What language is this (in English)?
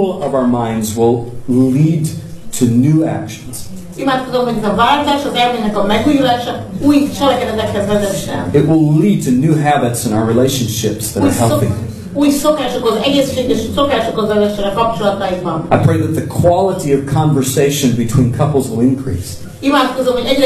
Hungarian